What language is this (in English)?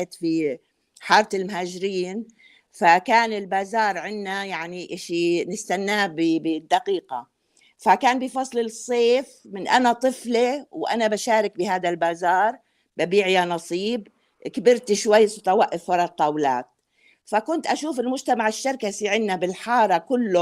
North Levantine Arabic